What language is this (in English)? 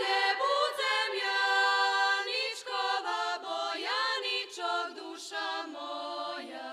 Rusyn